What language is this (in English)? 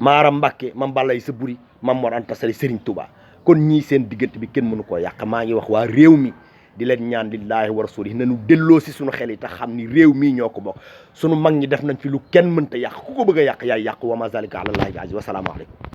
Wolof